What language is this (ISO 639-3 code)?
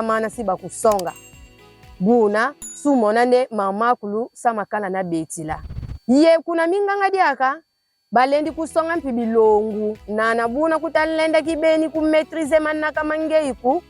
kon